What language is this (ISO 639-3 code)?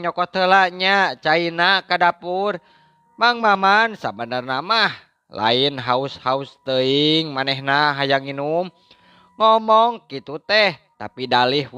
sun